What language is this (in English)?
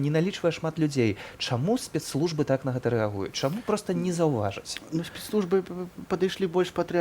Belarusian